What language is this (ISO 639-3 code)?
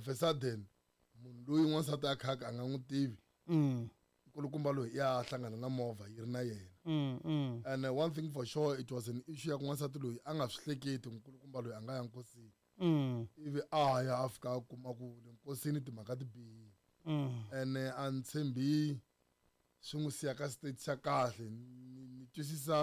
tso